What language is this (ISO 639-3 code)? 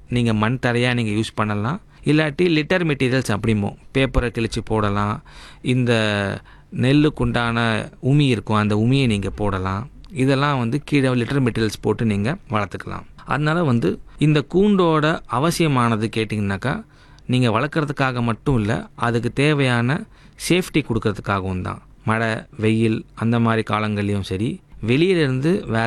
tam